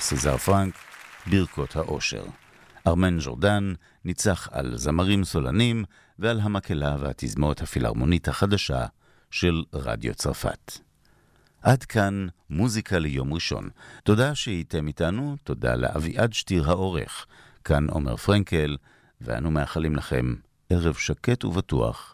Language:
Hebrew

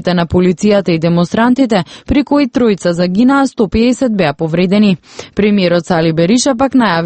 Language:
Macedonian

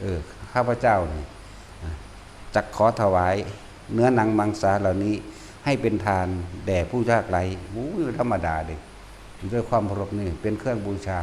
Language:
Northeastern Thai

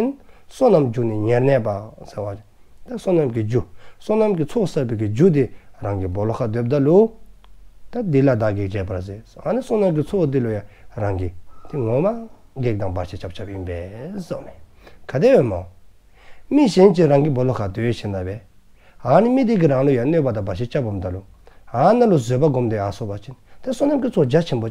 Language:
Dzongkha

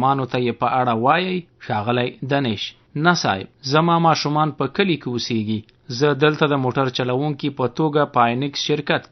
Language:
Pashto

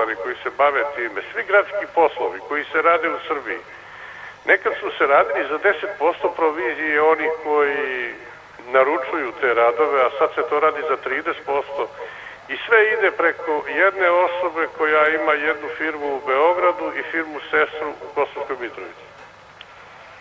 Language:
Serbian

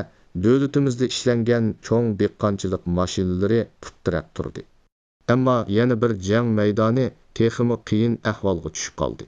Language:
Uyghur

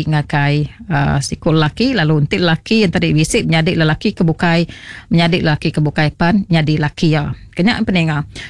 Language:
Iban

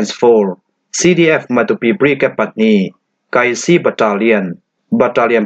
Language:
Falam Chin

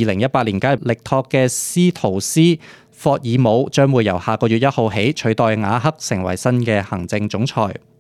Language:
Cantonese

